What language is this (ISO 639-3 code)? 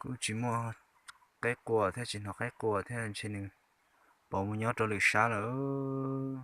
hmn